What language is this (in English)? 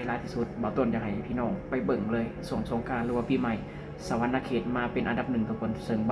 Lao